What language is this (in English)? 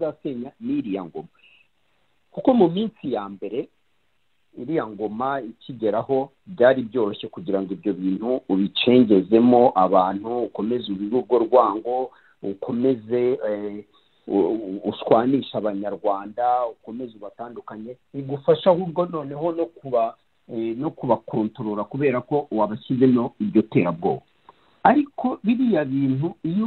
Kinyarwanda